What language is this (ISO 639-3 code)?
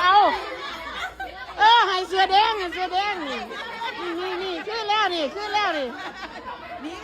lao